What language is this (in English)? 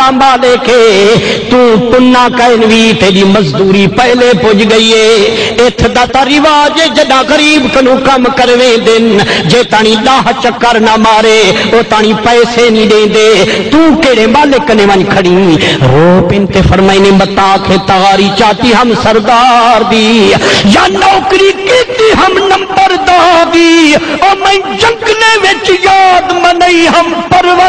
Saraiki